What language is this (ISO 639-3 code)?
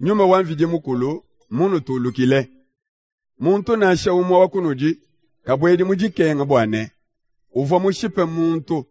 lua